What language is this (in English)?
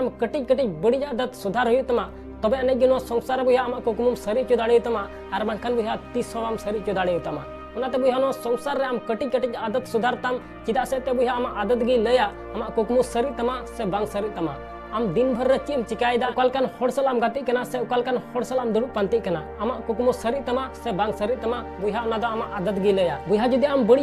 Santali